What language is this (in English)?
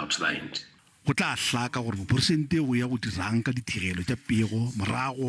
Northern Sotho